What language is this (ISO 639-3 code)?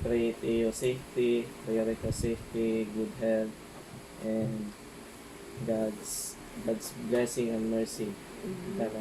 war